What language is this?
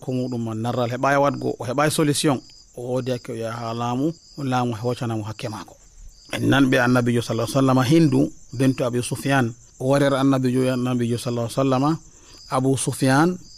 Nigerian Fulfulde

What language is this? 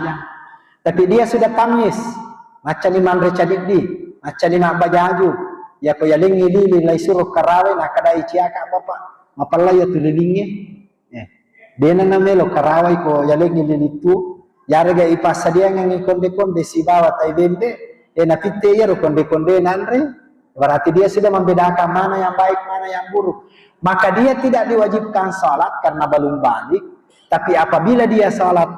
Buginese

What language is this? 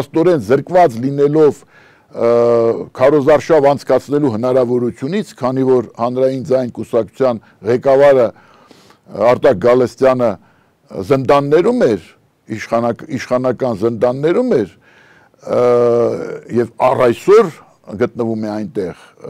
Armenian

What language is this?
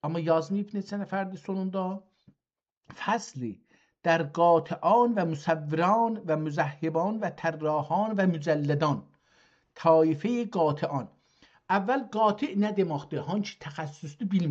South Azerbaijani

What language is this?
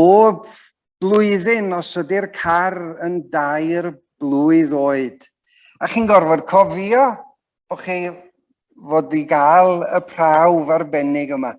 Welsh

